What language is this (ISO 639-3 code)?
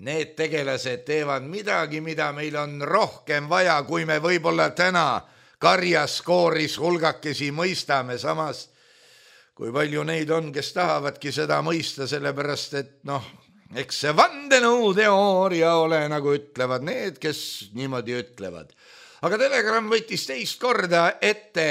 est